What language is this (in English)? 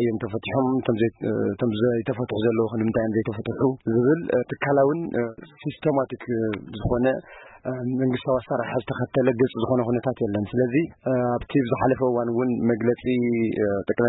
Tigrinya